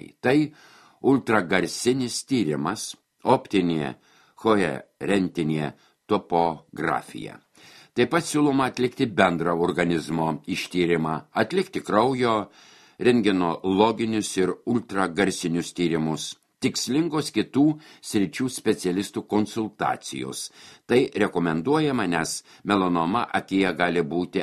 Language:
Lithuanian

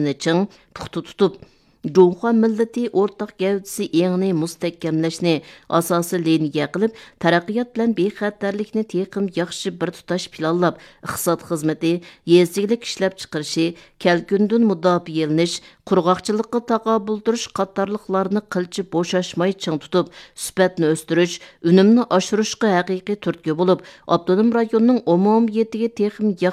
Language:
Uyghur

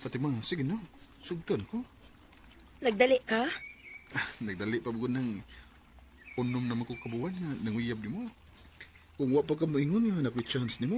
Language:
Cebuano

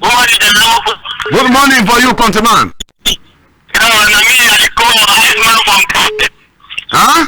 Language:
Cameroon Pidgin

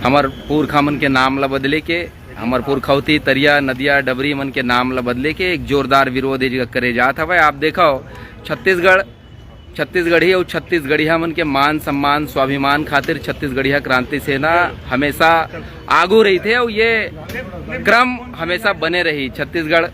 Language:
Chhattisgarhi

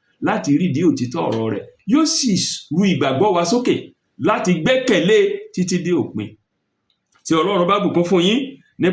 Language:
Yoruba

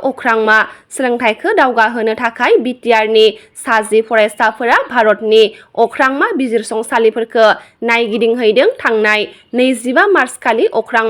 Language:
Bodo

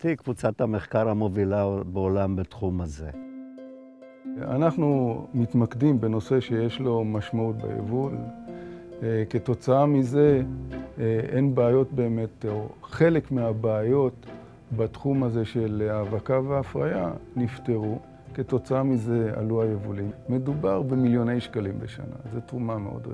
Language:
Hebrew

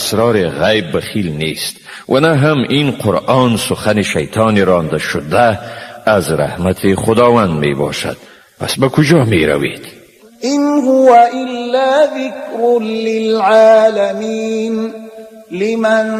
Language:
Tajik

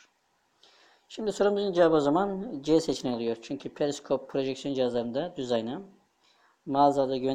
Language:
Turkish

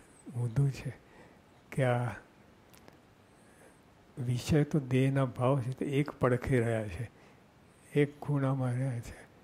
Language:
Gujarati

